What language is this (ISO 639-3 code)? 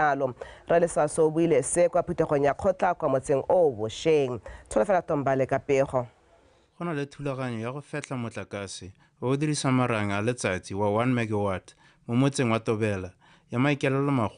tsn